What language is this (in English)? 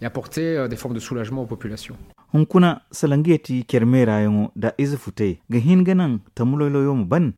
Zarma